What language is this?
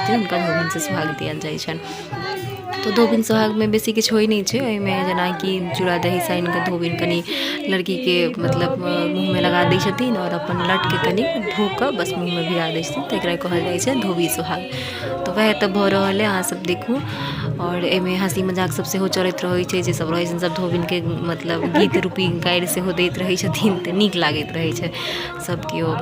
Maithili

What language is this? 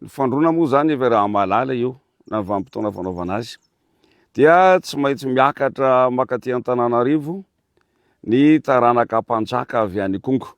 Malagasy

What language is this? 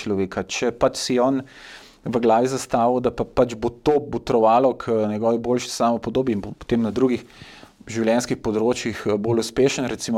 Slovenian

